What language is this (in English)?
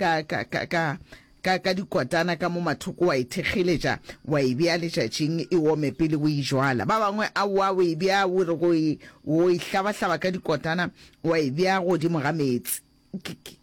Northern Sotho